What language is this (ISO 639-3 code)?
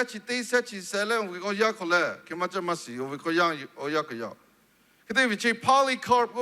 lhu